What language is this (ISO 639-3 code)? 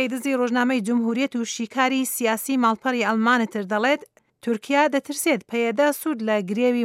ckb